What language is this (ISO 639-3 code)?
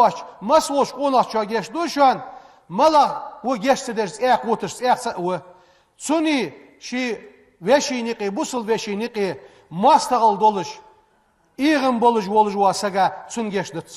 inh